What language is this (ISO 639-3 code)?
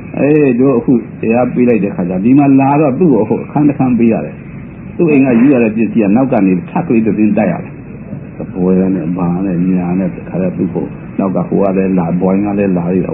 mya